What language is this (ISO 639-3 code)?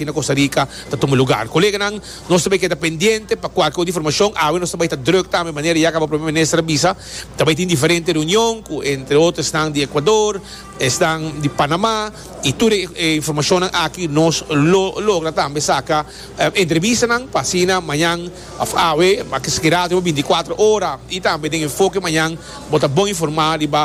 pap